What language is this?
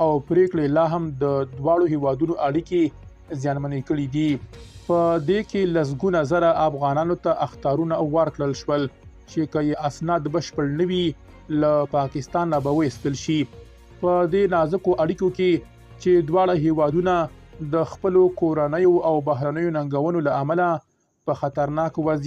Pashto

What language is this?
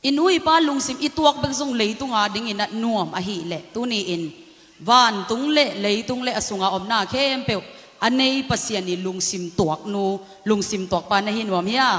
Tedim Chin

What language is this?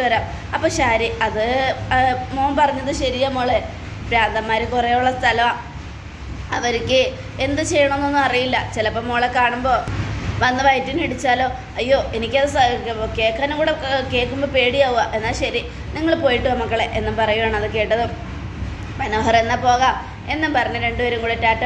Malayalam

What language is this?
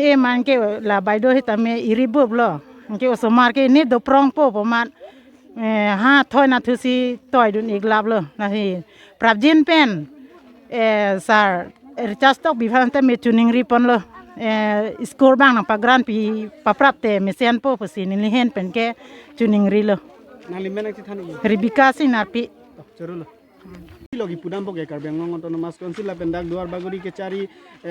Karbi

